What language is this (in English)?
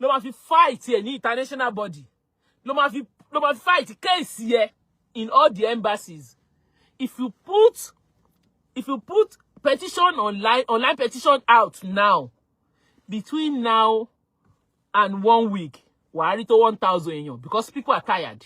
Yoruba